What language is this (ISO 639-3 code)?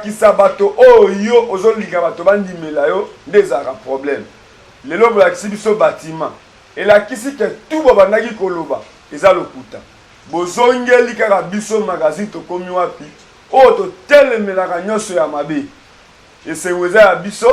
lin